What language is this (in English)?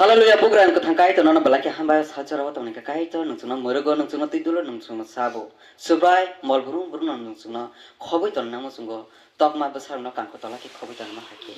Kok Borok